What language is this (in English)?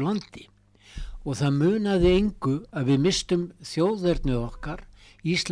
Icelandic